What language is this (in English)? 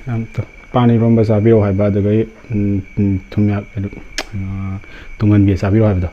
Manipuri